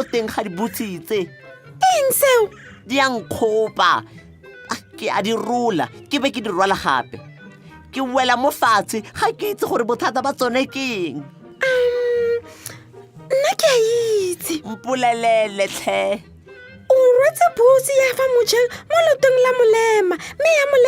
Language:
Tswana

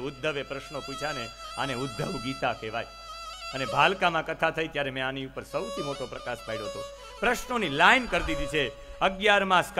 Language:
Gujarati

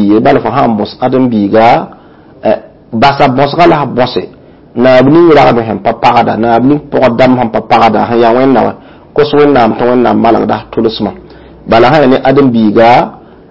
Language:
Mossi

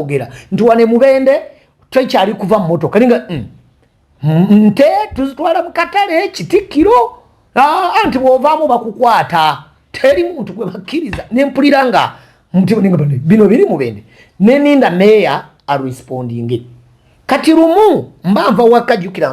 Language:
Ganda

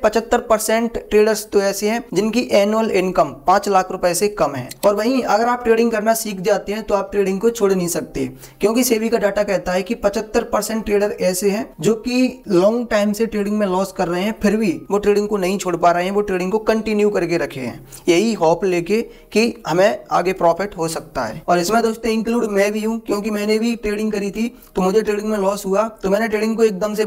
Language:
Hindi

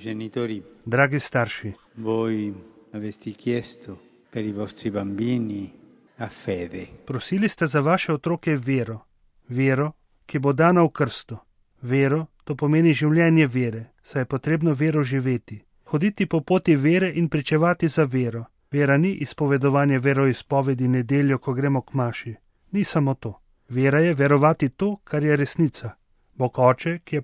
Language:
Slovenian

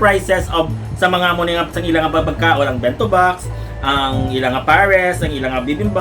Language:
Hiligaynon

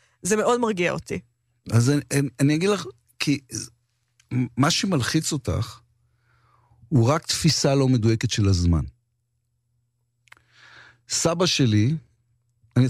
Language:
Hebrew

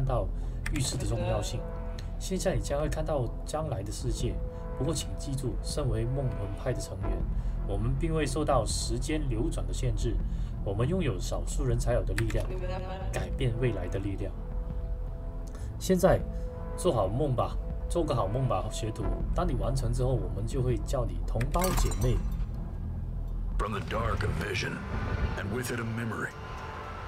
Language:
Chinese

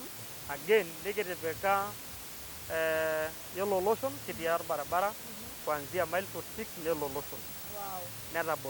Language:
Masai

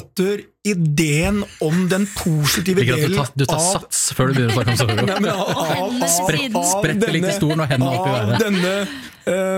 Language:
Norwegian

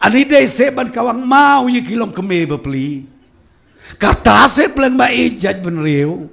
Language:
Khasi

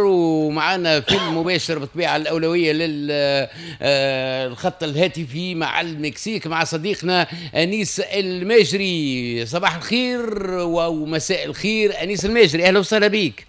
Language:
Tunisian Arabic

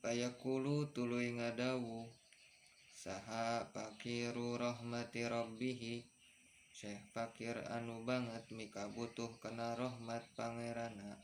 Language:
Sundanese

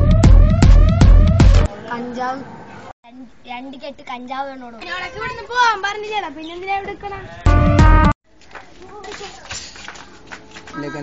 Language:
Malayalam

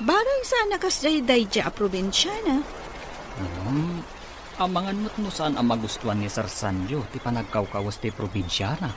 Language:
Iloko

